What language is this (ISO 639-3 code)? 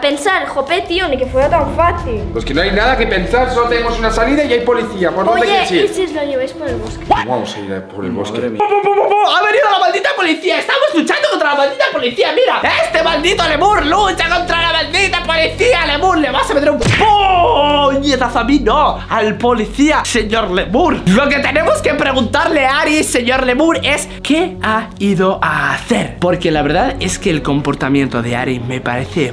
spa